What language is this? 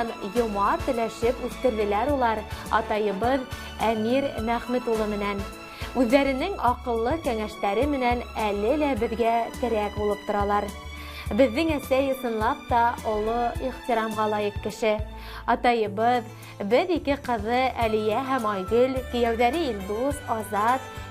Bashkir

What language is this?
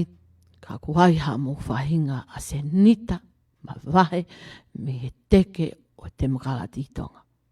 Tongan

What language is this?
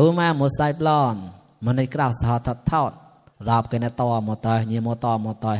Mon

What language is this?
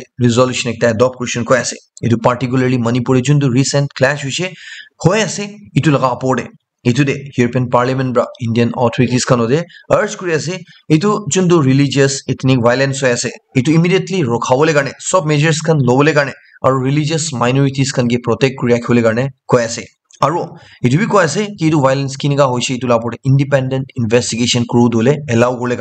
Naga Pidgin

